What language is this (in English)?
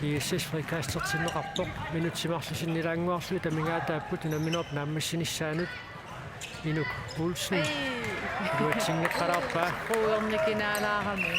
Kalaallisut